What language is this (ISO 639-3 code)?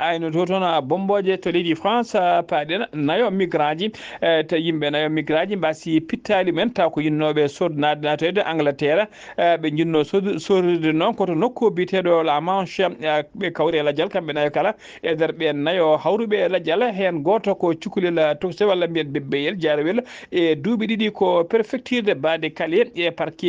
ful